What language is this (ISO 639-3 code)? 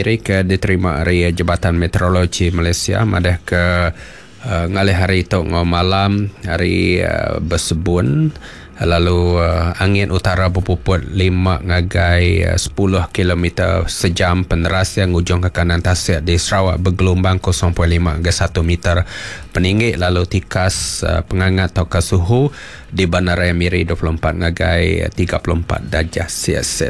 iba